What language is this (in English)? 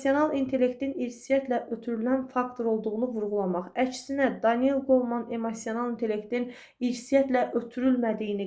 Azerbaijani